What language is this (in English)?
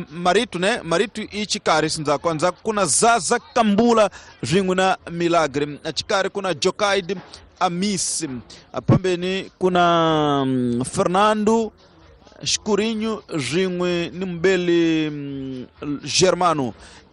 Tsonga